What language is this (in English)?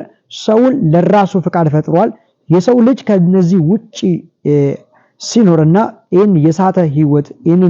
Amharic